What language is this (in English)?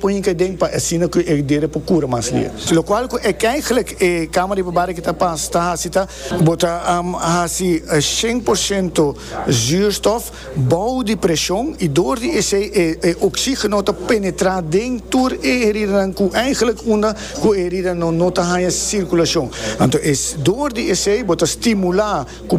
Papiamento